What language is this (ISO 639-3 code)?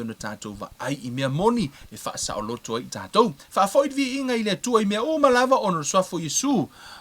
smo